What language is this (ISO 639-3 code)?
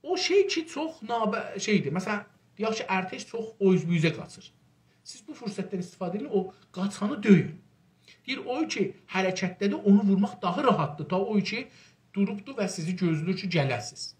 azb